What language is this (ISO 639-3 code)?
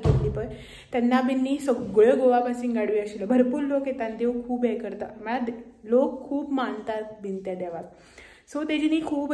kok